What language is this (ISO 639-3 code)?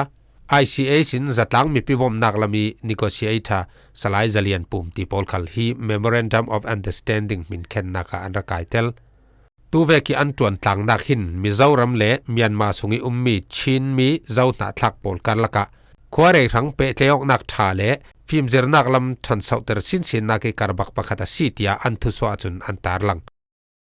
cfm